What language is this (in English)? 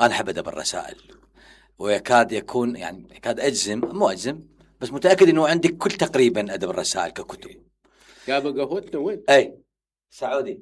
Mesopotamian Arabic